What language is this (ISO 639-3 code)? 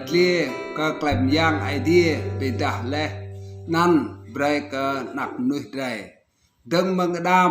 rad